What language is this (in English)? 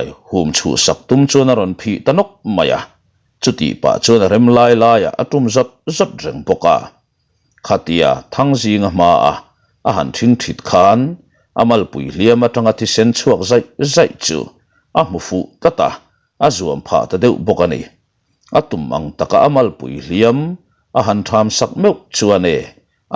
Mizo